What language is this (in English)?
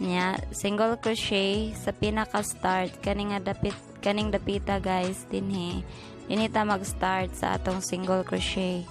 Cebuano